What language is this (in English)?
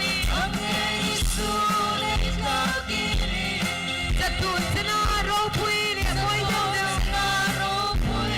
Hmar